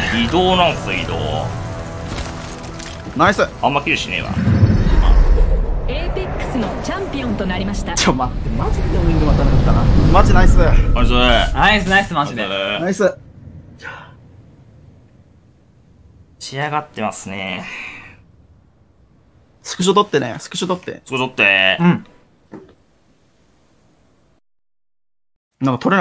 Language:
Japanese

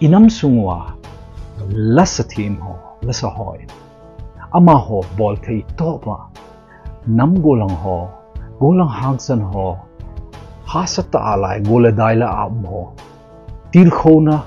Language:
Thado Chin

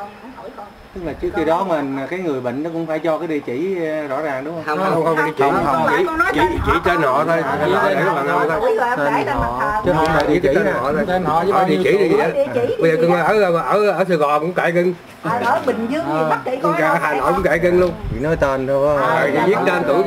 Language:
Vietnamese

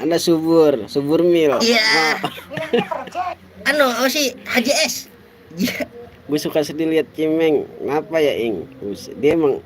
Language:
Betawi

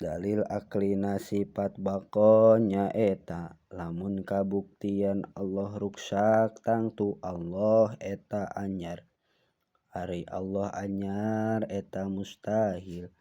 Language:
Sundanese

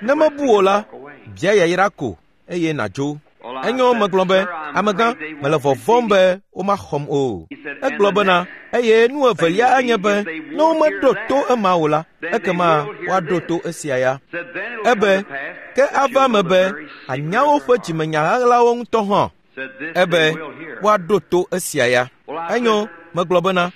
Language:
Ewe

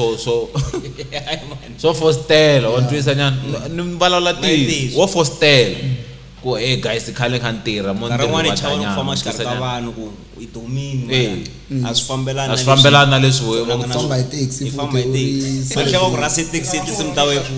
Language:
Tsonga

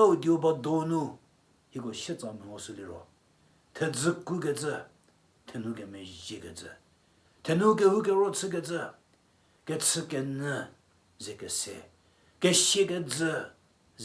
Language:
Angami Naga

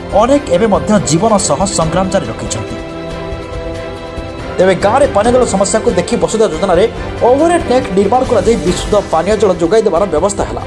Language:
Odia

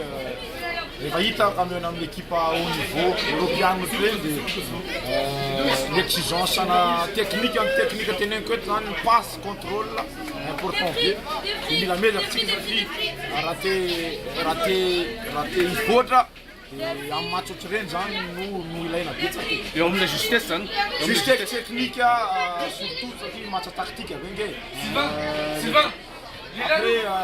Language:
Malagasy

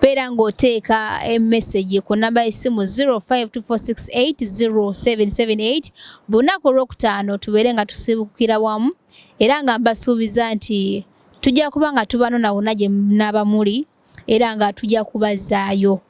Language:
Ganda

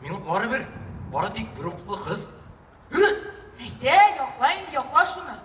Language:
Tatar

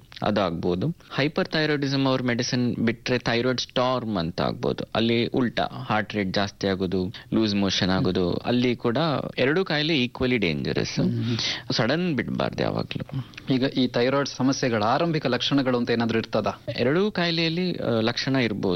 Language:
Kannada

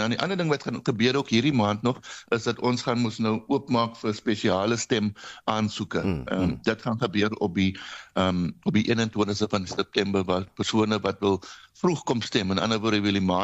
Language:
Afrikaans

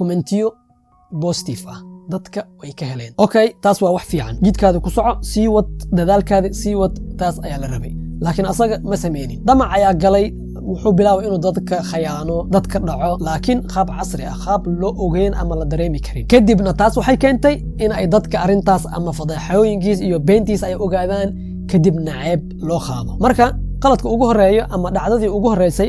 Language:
Somali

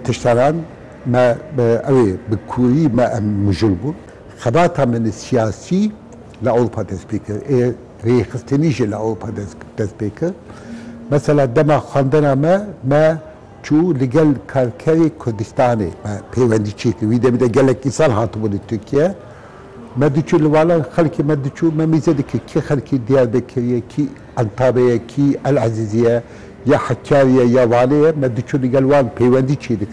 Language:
Kurdish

